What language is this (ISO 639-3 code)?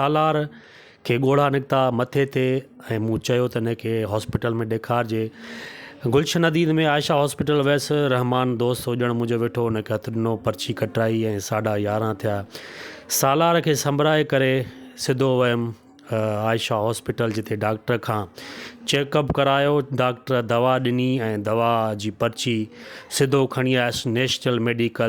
snd